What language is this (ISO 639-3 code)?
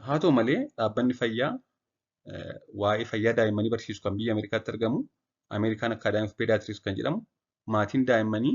orm